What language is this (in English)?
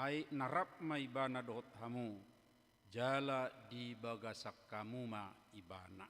Batak Toba